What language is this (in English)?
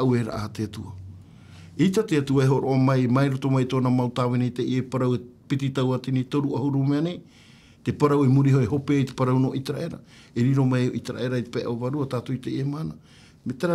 Tahitian